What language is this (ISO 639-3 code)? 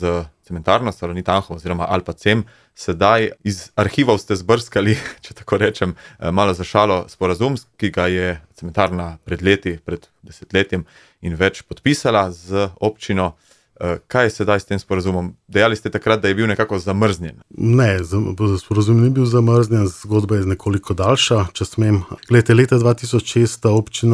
slv